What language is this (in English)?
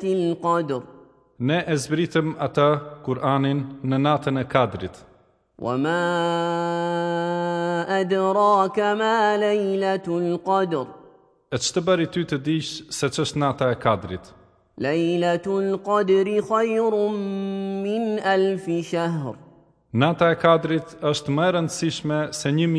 Albanian